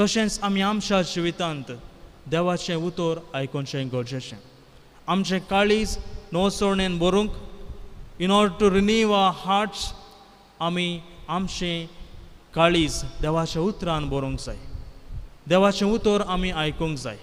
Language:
Konkani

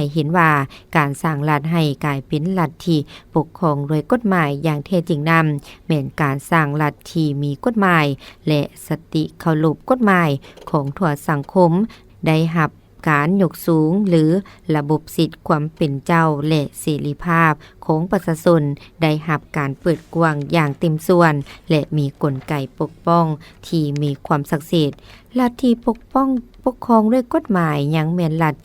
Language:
Lao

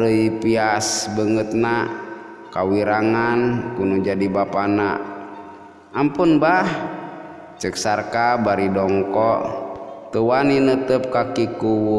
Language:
Sundanese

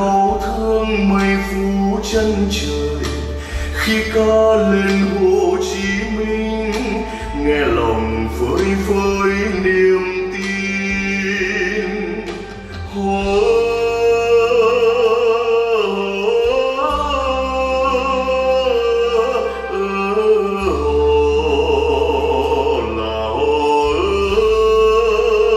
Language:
Vietnamese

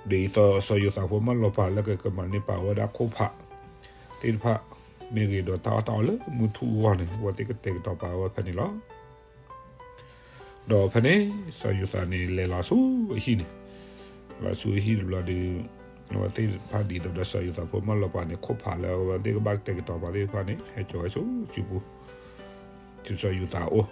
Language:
S'gaw Karen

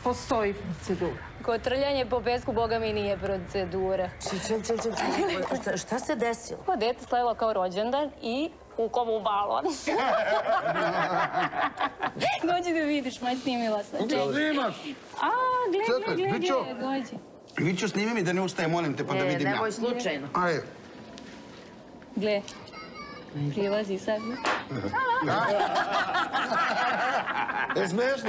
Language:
Serbian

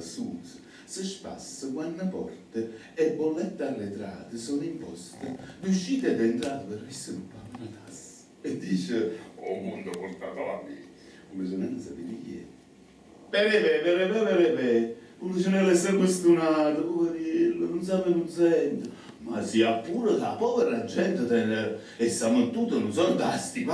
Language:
Neapolitan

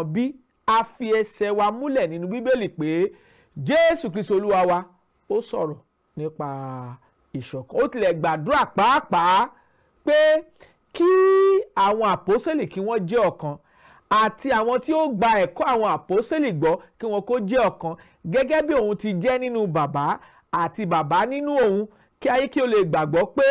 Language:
Yoruba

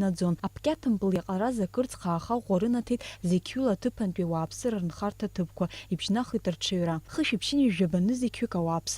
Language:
Abkhazian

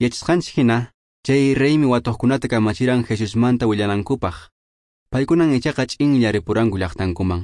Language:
Quechua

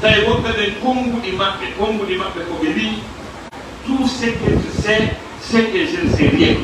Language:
Fula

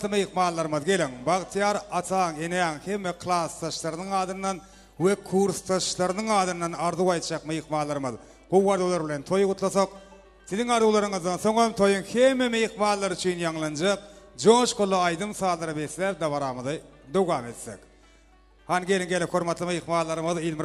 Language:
Turkmen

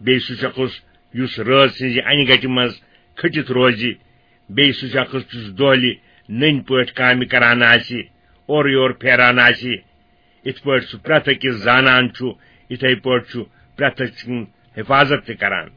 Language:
Kashmiri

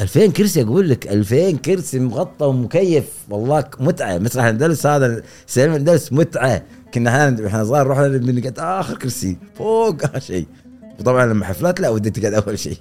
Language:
Gulf Arabic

